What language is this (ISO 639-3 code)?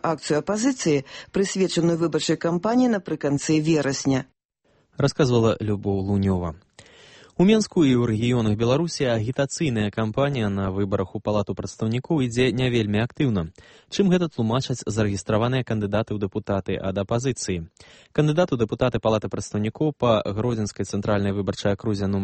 bel